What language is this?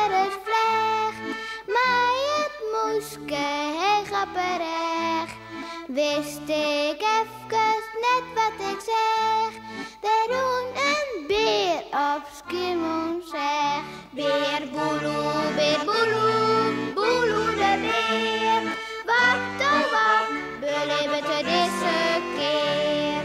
Western Frisian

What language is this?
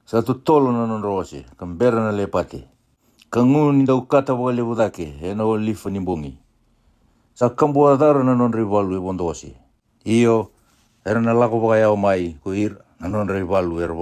Fijian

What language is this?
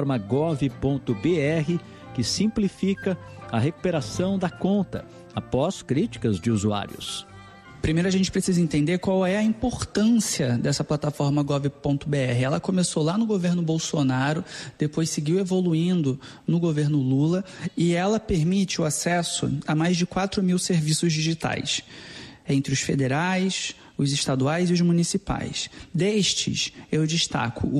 Portuguese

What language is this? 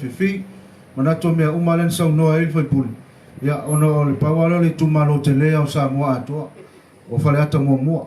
Samoan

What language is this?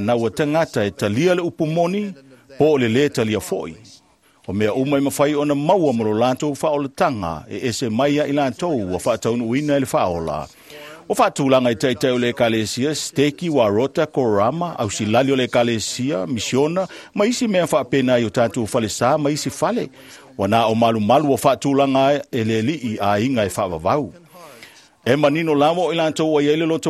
Samoan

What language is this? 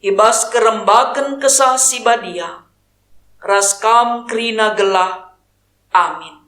Batak Karo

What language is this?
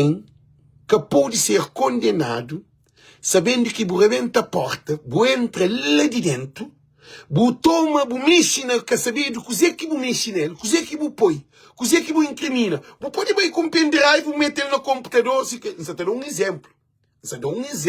Kabuverdianu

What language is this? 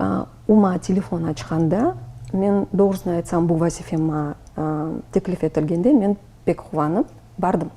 Crimean Tatar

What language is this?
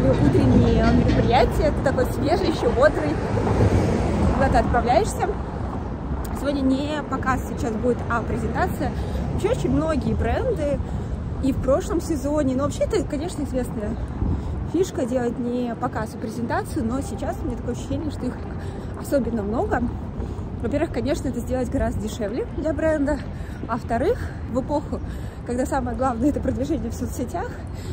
Russian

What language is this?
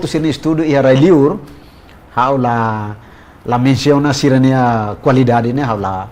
Tetum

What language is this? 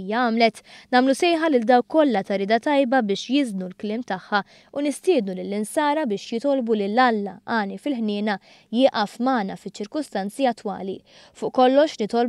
Maltese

